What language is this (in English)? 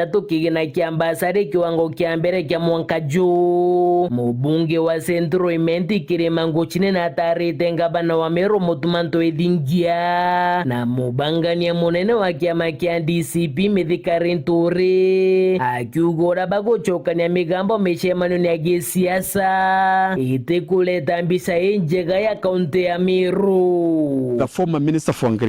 Meru